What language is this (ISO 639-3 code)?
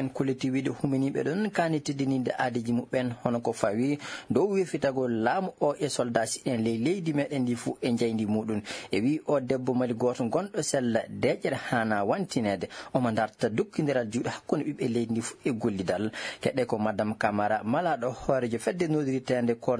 ful